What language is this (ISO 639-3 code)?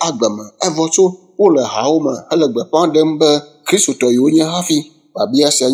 ewe